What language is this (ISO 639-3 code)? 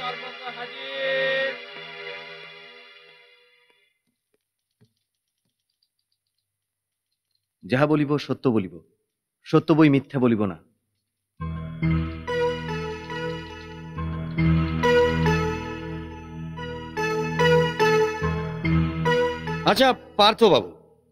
ben